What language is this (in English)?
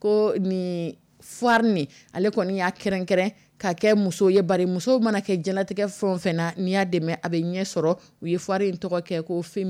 Dyula